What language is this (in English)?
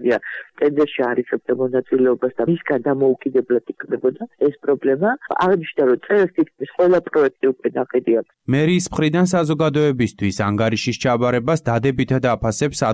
Georgian